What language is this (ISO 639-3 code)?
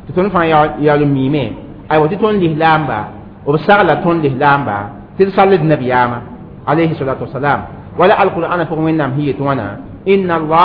mos